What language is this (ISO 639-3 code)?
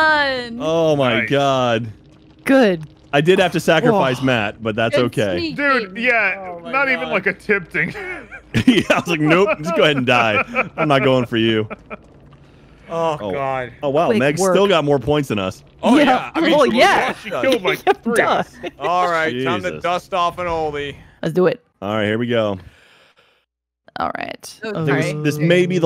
eng